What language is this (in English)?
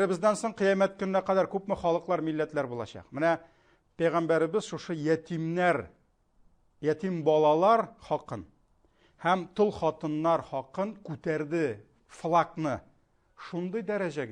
Tatar